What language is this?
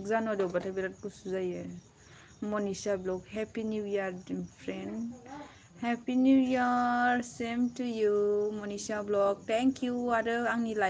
Bodo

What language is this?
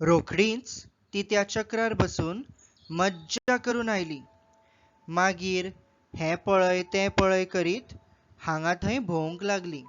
Konkani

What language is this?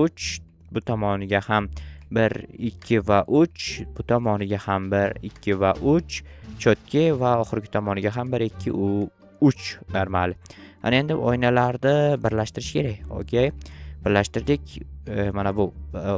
Uzbek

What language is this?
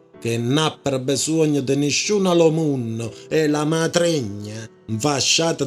Neapolitan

